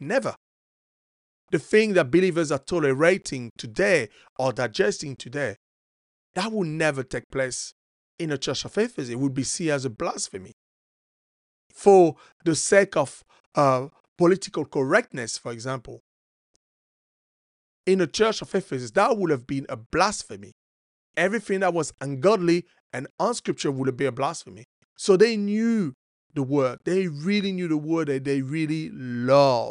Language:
English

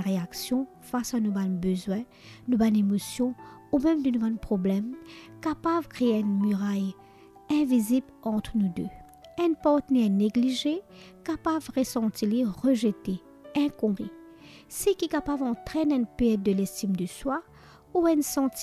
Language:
Morisyen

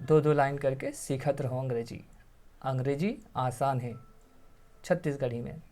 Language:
Chhattisgarhi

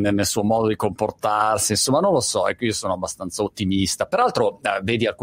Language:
Italian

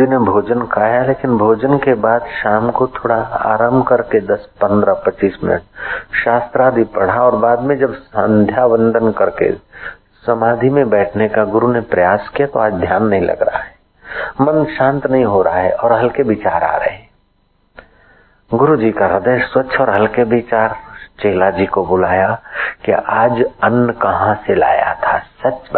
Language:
Hindi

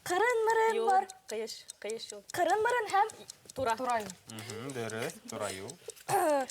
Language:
Bashkir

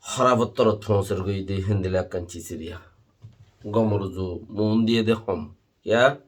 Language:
Rohingya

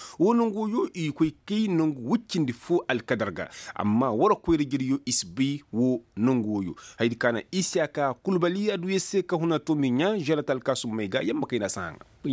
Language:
Koyraboro Senni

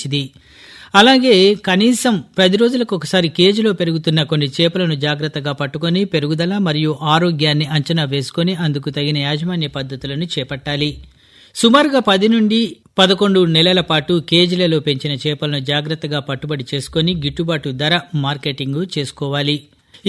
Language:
Telugu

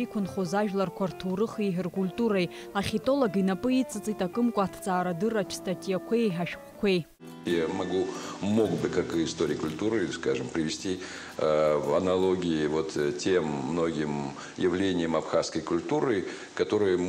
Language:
Abkhazian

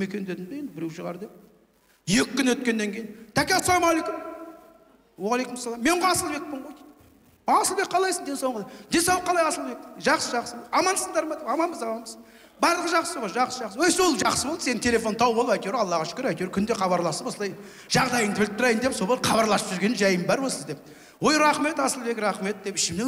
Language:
Kazakh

